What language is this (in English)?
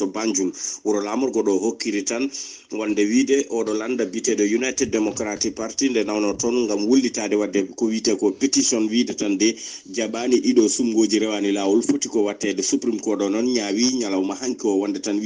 Fula